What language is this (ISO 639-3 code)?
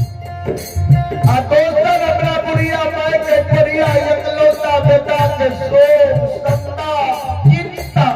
mai